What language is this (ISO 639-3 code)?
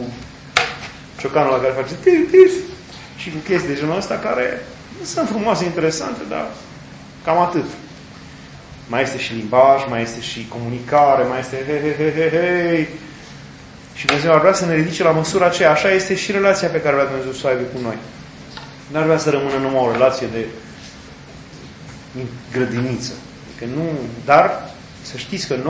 ron